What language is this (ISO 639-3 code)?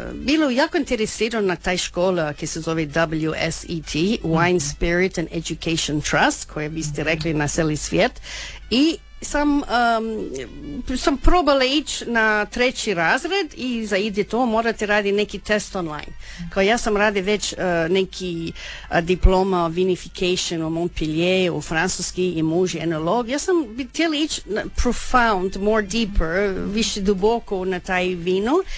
hrv